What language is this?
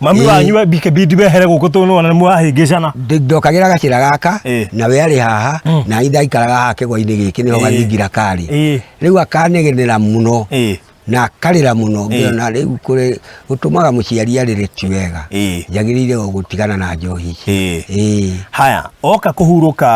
Kikuyu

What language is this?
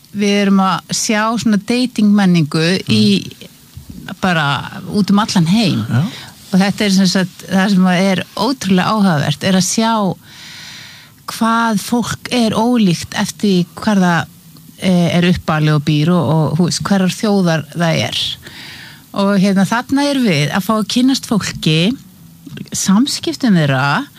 Icelandic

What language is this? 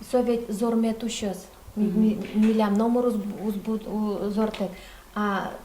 Udmurt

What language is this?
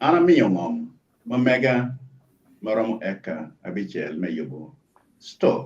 Acoli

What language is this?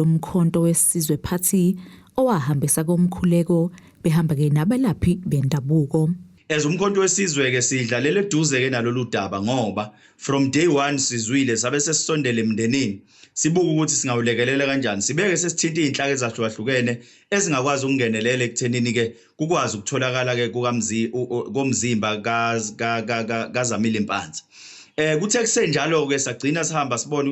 Zulu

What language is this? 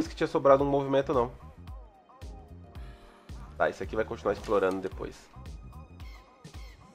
Portuguese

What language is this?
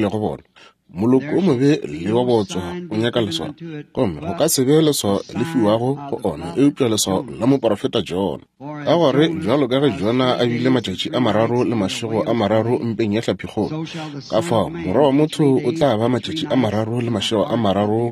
Northern Sotho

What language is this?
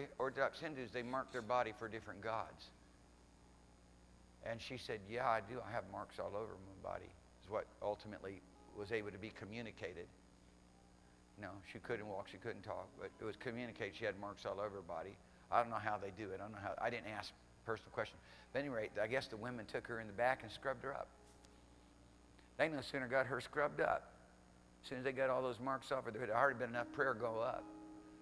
English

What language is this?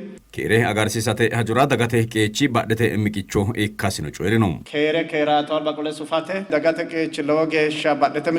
Sidamo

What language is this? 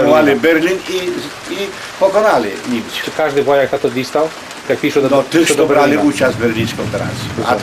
Rusyn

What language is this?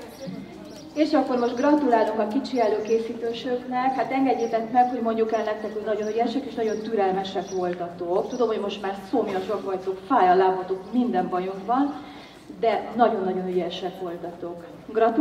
Hungarian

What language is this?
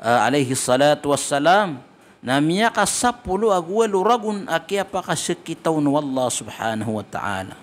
Maranao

